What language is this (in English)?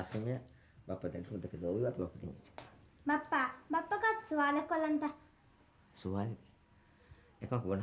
Divehi